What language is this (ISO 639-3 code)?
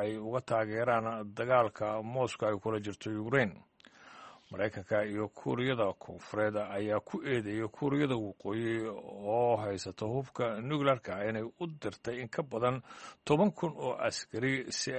som